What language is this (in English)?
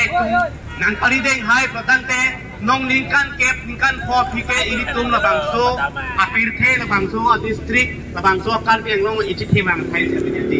Karbi